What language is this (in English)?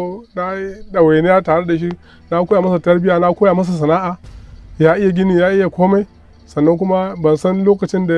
Hausa